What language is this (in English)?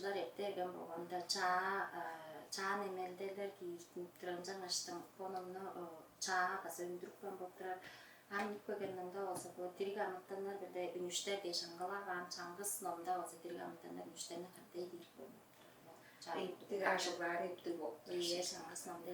Tuvinian